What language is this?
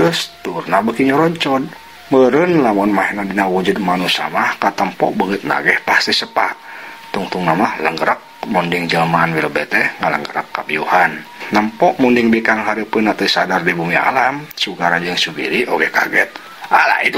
Sundanese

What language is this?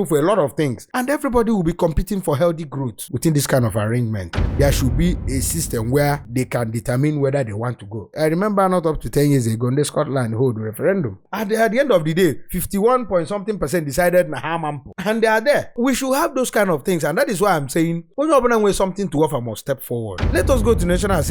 Igbo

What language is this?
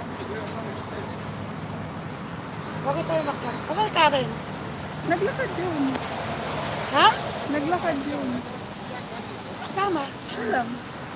Filipino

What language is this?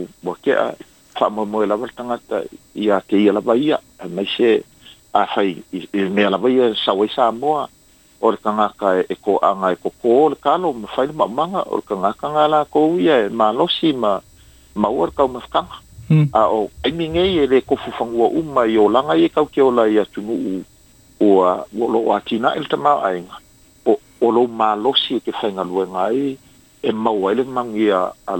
Samoan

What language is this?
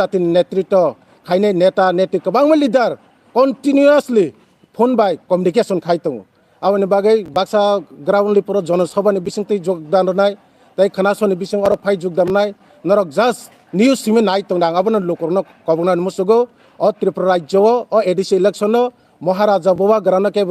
Kok Borok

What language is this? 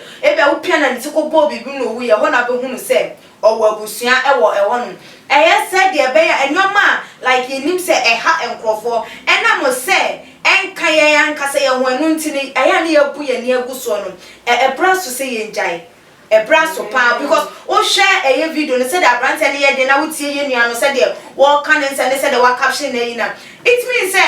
Akan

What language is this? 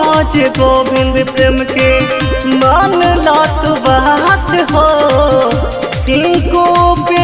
Bhojpuri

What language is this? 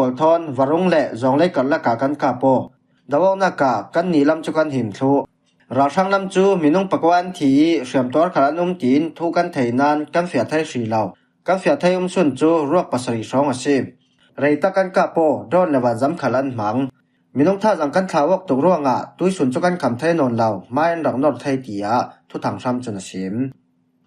Falam Chin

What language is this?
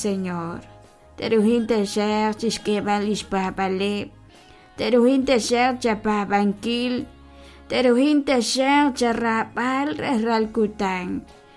Kekchí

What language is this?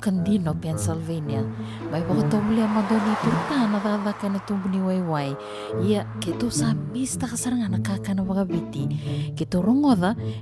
Fijian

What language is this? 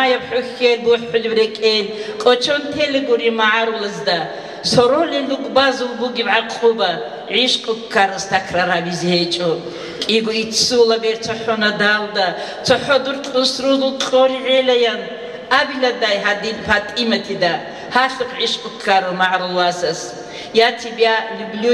Avaric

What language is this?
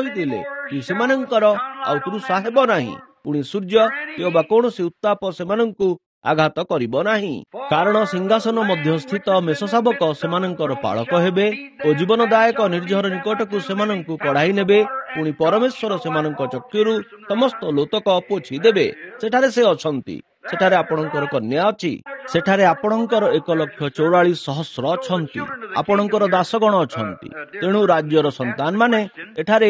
Odia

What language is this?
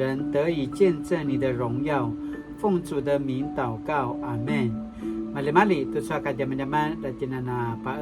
Paiwan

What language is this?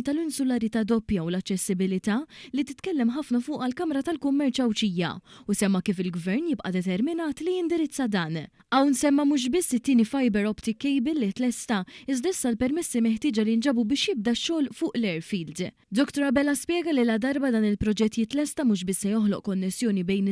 Maltese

